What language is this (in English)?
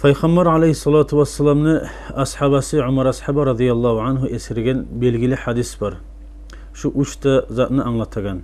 Kumyk